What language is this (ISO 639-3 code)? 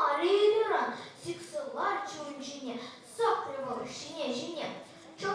chv